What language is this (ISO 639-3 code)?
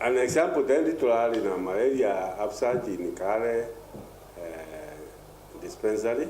mer